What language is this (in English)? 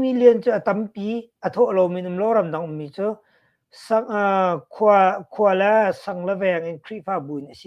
Hakha Chin